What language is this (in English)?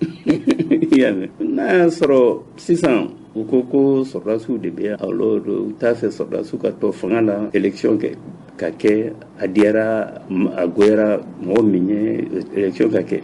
Bambara